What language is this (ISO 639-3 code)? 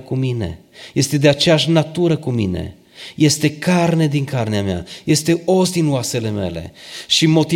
ron